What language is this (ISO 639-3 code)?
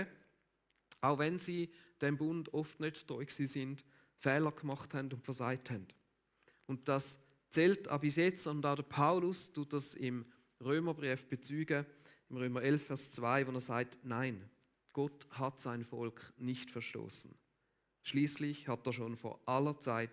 gsw